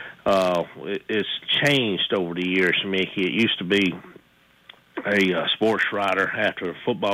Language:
English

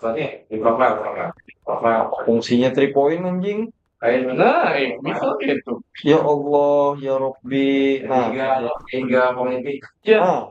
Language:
Banjar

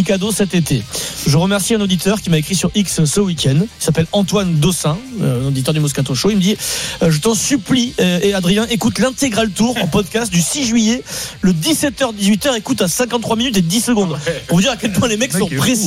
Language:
French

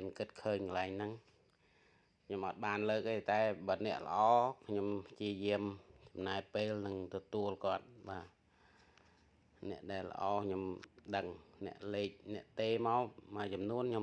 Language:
Khmer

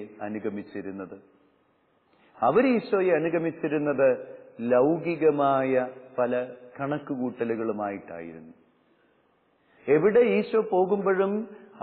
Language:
Malayalam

